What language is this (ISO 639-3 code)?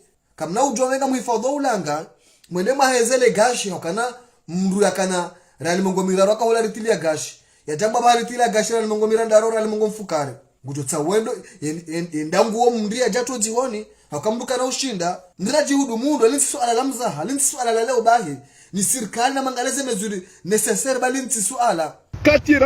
zdj